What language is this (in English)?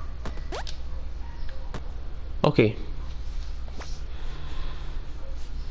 Portuguese